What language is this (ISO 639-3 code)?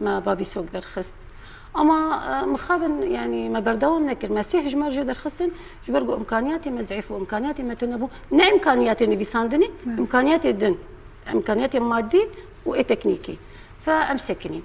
kur